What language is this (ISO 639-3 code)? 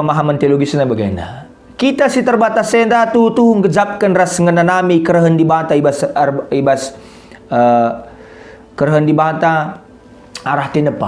btx